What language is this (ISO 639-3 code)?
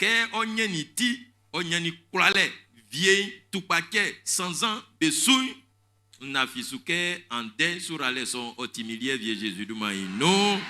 bci